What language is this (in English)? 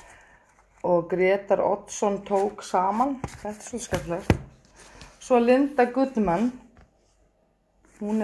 Icelandic